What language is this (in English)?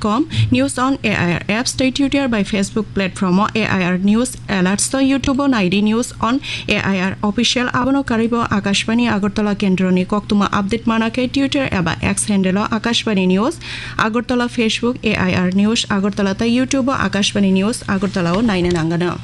Kok Borok